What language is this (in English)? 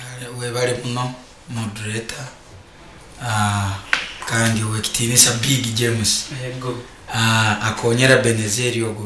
Nyoro